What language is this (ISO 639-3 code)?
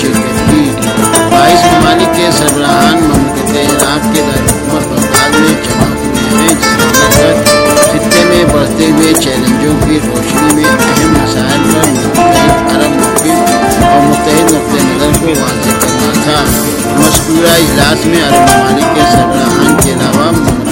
urd